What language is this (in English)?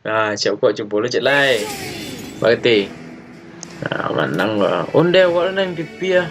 Minangkabau